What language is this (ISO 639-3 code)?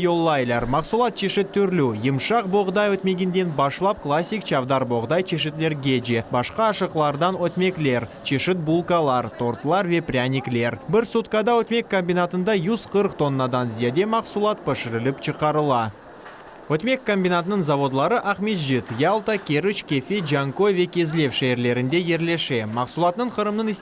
crh